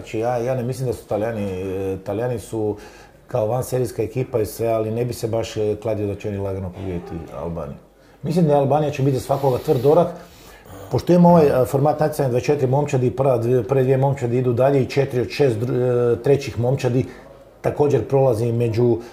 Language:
Croatian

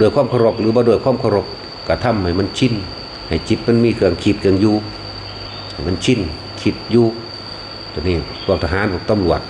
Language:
Northeastern Thai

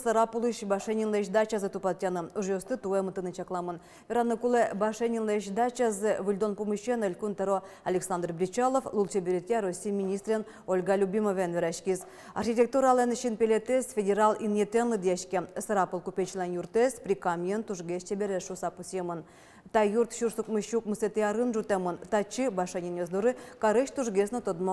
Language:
Udmurt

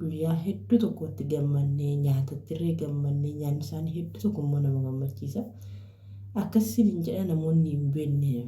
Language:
Oromo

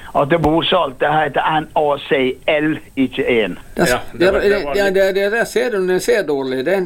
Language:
Norwegian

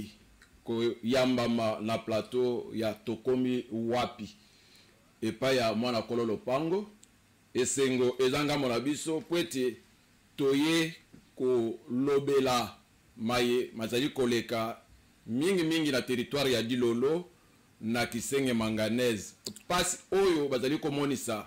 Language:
Lingala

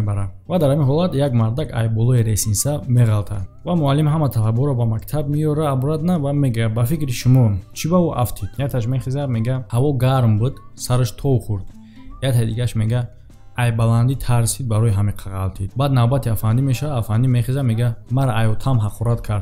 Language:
Tajik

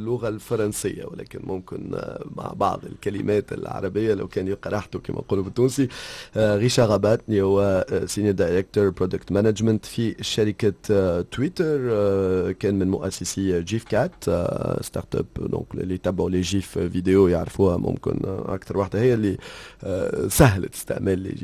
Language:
Tunisian Arabic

